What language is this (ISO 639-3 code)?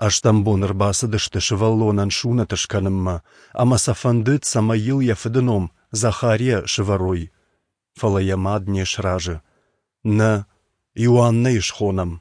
oss